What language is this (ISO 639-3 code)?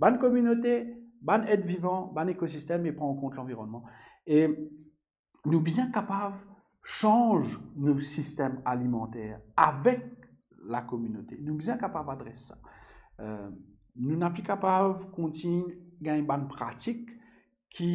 mfe